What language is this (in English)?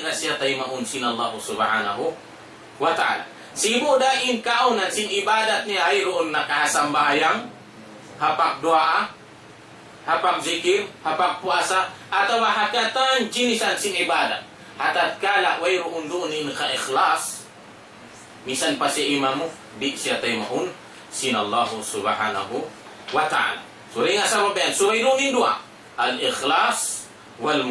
Tausug